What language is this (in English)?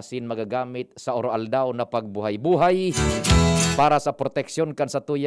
Bikol